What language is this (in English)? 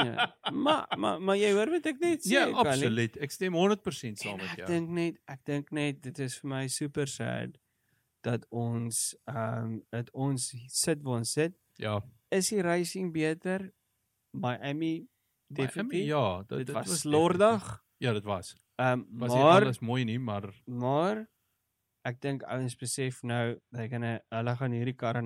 Afrikaans